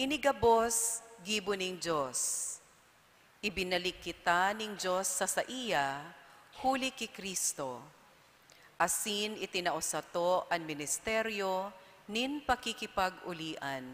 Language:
Bikol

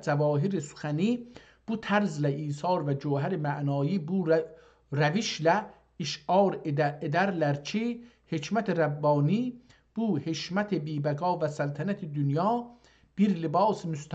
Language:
South Azerbaijani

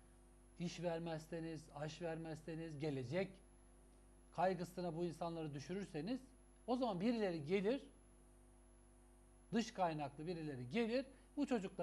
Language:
Turkish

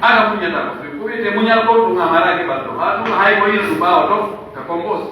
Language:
Pular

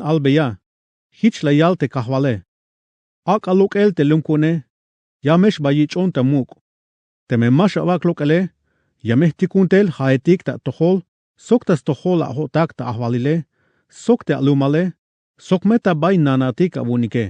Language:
Tzeltal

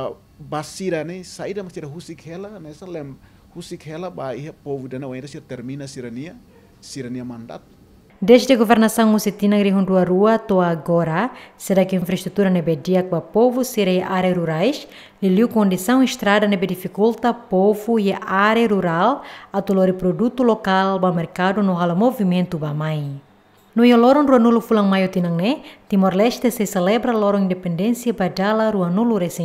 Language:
Tetum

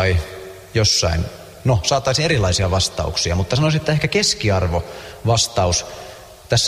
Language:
Finnish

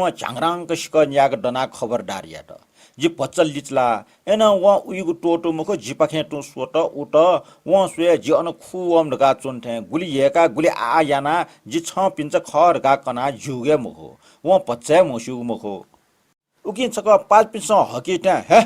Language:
Newari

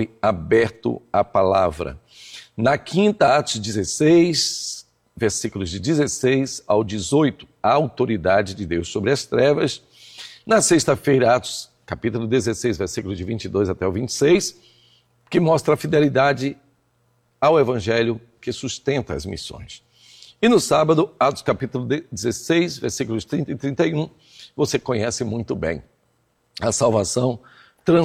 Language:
Portuguese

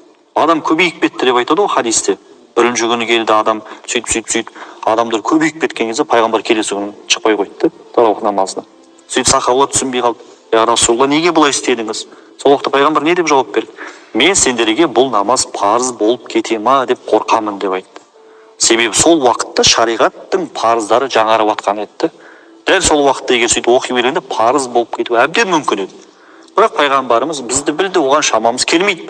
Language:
Kazakh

